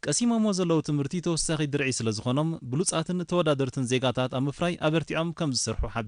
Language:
Tigrinya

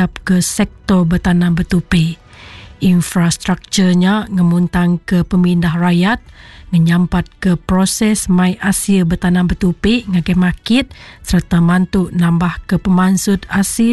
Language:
Iban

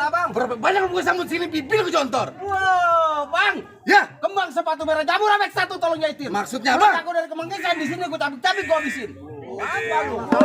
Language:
Betawi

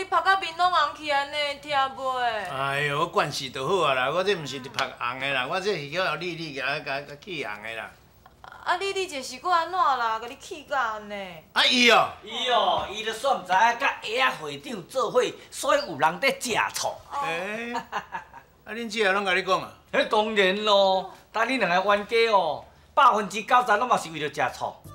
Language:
Min Nan Chinese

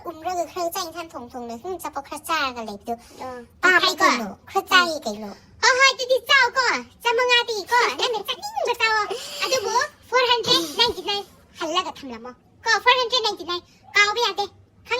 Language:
Manipuri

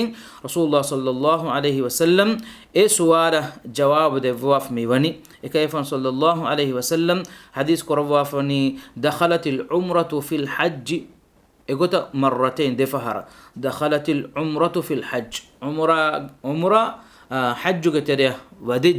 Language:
Divehi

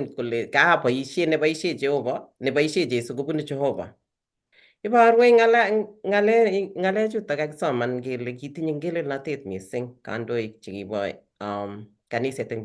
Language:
Kalenjin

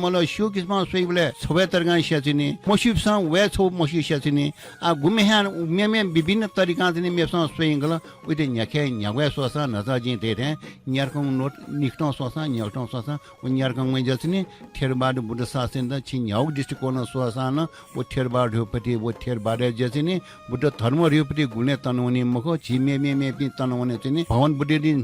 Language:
Newari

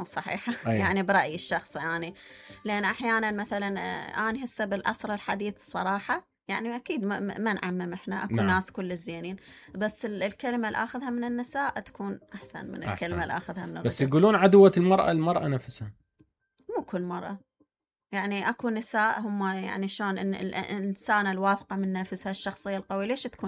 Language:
Mesopotamian Arabic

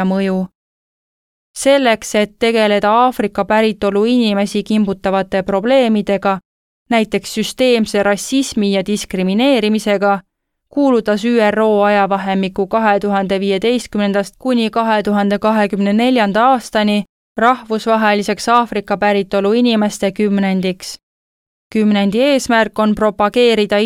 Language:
Estonian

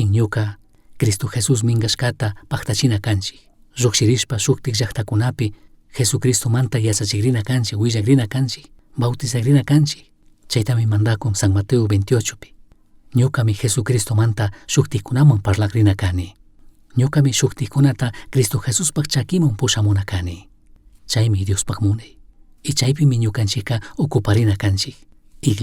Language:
Chimborazo Highland Quichua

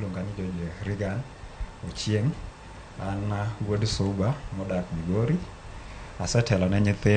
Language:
Luo (Kenya and Tanzania)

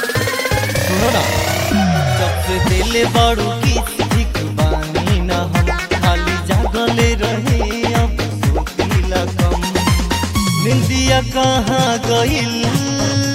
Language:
Bhojpuri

